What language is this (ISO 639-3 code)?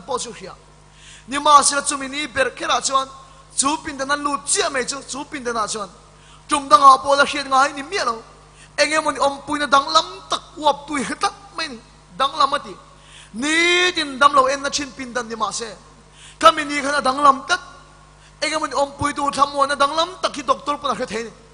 lus